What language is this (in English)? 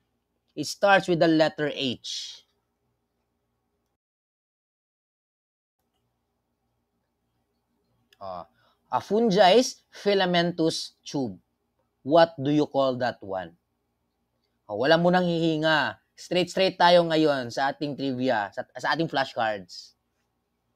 Filipino